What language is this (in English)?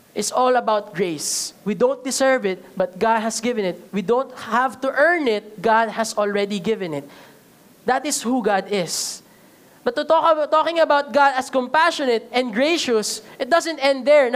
Filipino